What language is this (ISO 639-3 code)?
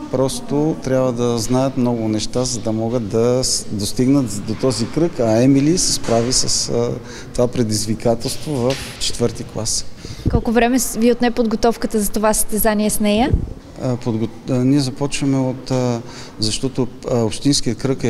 bul